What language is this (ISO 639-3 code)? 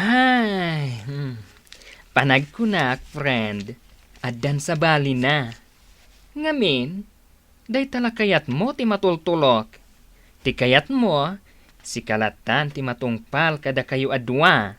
ilo